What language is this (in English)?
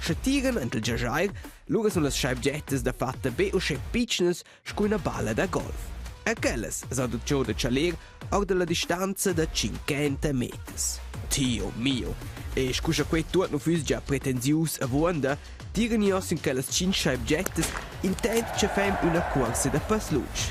Romansh